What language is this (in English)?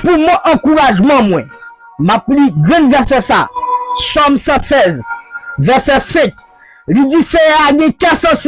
Haitian Creole